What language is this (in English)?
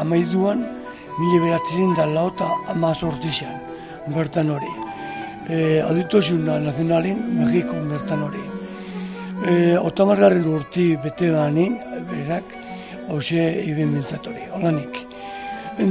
Basque